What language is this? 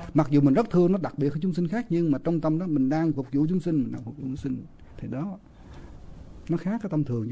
Vietnamese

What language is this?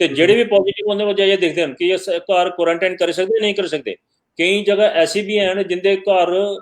Dogri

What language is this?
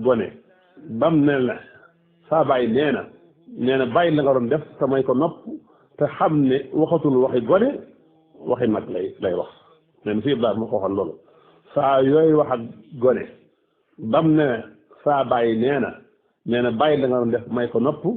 Wolof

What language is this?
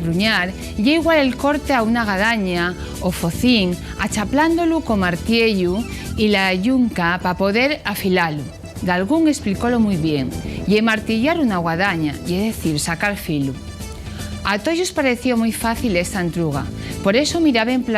Asturian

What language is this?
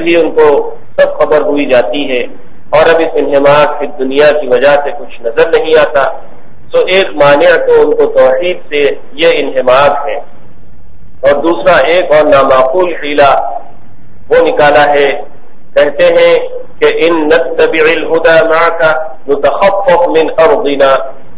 Urdu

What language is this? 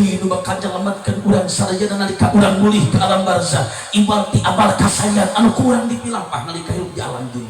Sundanese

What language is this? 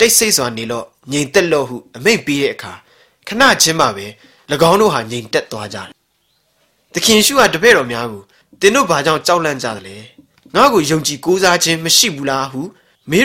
Burmese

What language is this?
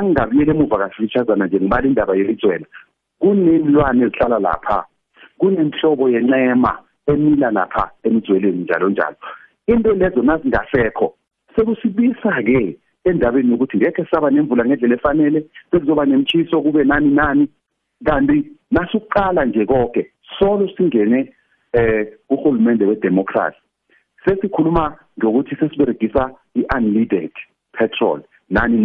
South Ndebele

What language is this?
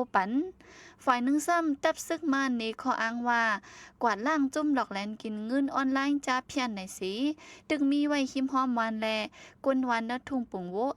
Shan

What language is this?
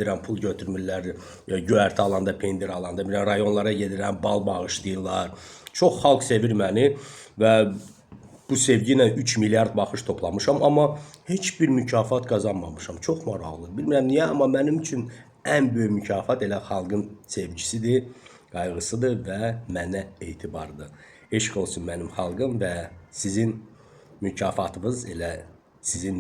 Azerbaijani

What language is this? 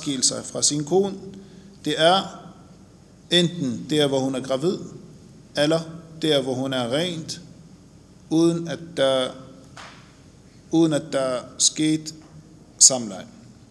Danish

